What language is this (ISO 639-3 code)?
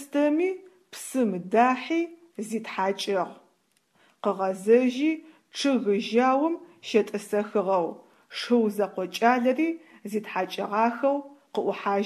ady